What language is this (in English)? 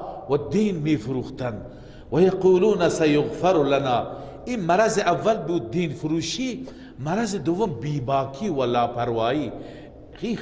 Persian